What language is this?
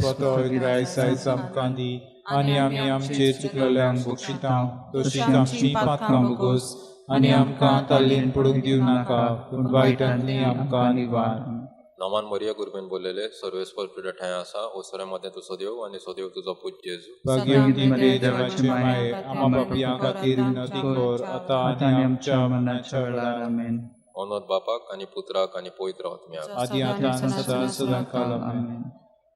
Konkani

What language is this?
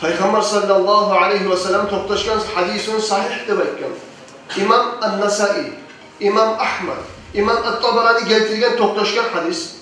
Kumyk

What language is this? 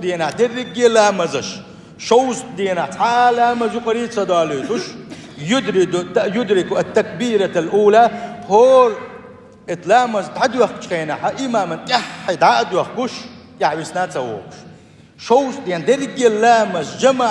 Chechen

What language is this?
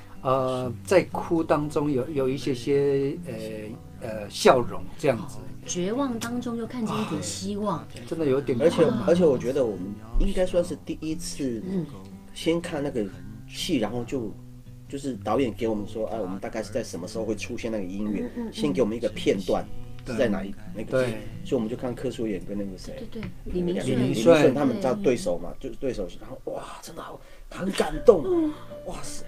Chinese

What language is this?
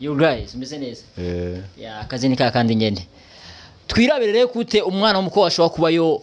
Rundi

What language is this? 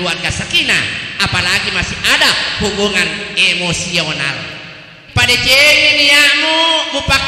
Buginese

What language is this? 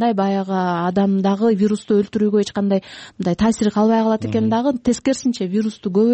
Kyrgyz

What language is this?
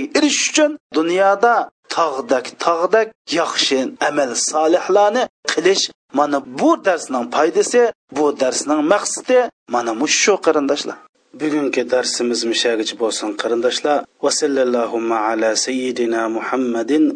Uyghur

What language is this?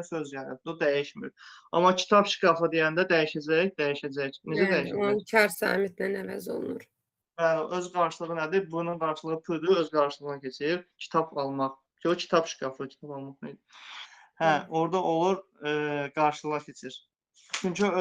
Azerbaijani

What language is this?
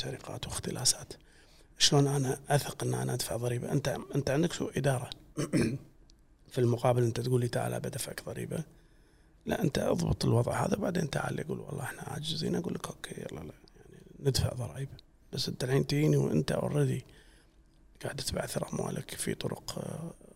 Gulf Arabic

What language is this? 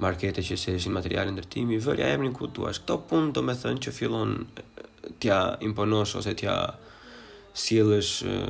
Albanian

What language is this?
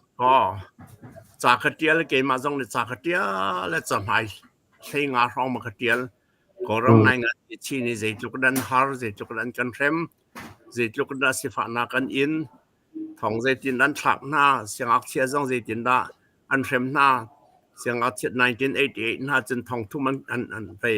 Hakha Chin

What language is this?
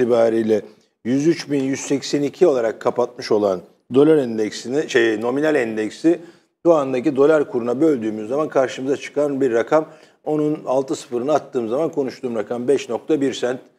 Turkish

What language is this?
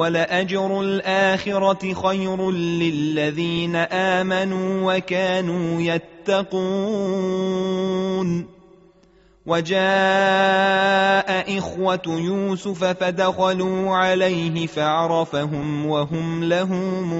Arabic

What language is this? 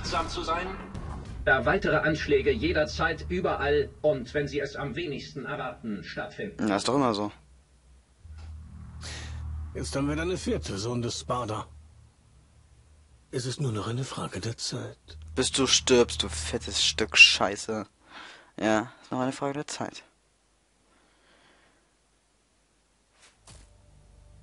German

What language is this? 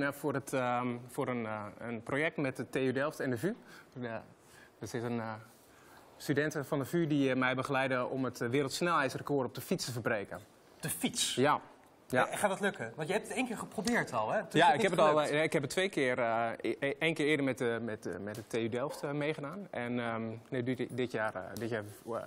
Dutch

